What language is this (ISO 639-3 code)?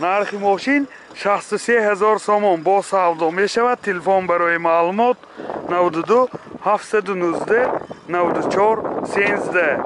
tgk